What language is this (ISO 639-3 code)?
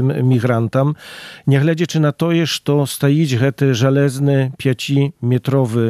pol